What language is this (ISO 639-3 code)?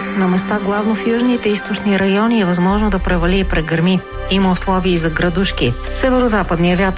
bul